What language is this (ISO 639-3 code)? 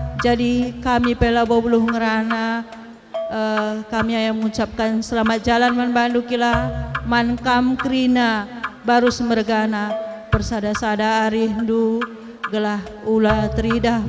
btx